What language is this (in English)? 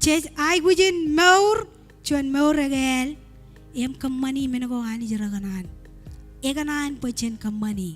Marshallese